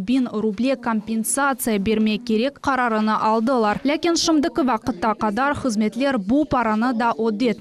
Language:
Crimean Tatar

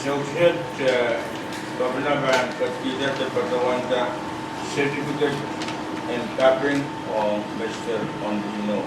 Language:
Pohnpeian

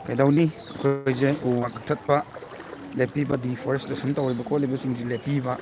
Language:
Manipuri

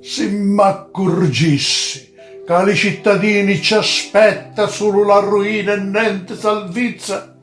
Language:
Sicilian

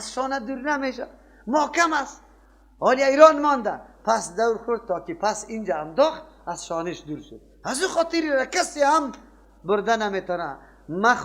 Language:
Persian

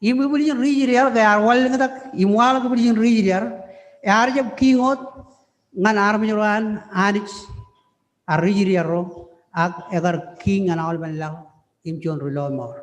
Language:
Marshallese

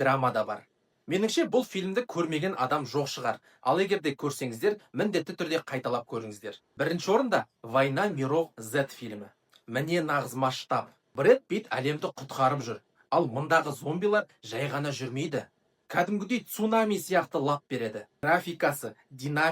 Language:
Kazakh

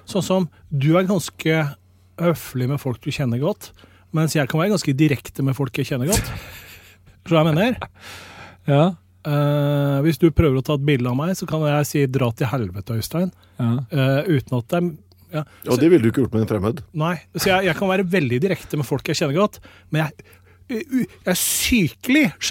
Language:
Norwegian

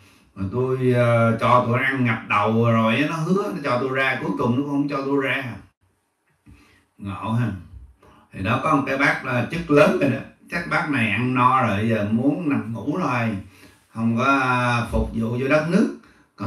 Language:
Vietnamese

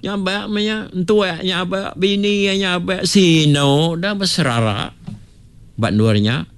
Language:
Iban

